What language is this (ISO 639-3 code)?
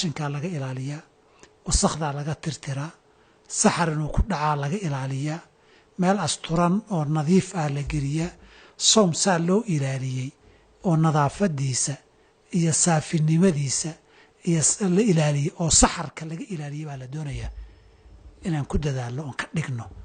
som